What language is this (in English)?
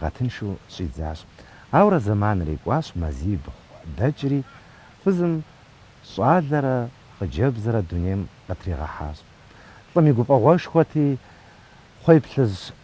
Kabardian